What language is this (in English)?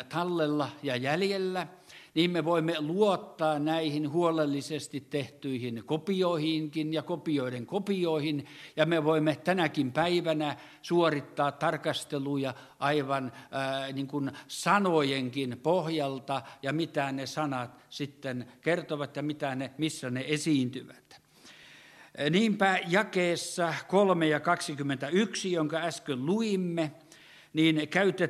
Finnish